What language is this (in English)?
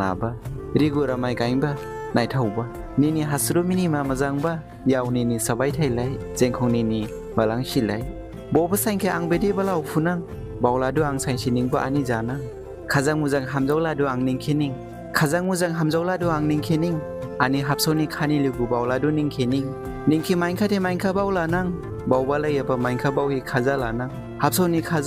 Dimasa